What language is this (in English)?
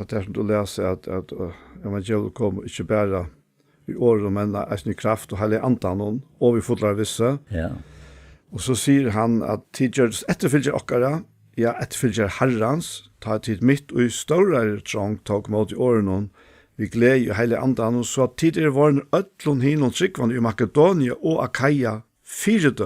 Faroese